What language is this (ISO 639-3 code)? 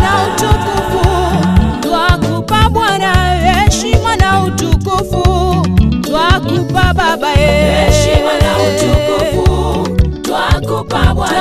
swa